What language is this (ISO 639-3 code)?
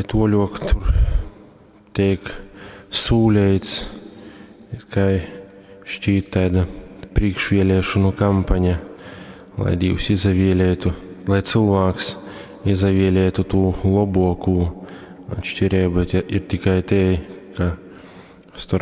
ltg